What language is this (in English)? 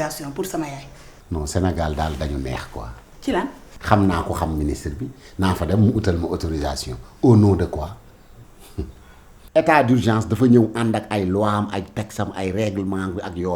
Wolof